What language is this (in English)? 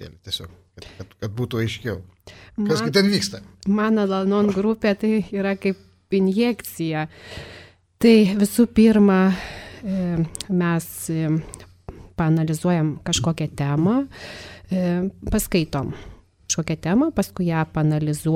Lithuanian